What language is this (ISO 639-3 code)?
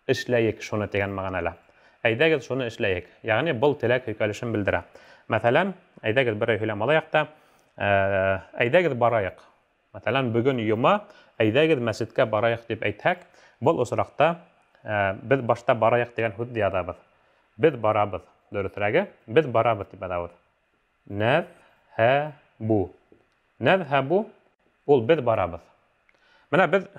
bak